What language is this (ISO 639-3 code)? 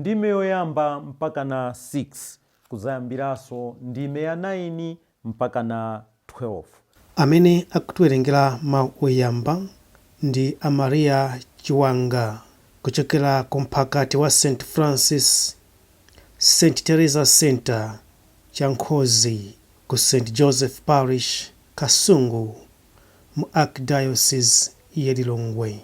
nya